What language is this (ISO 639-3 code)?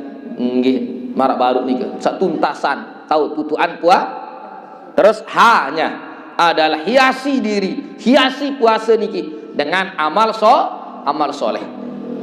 sas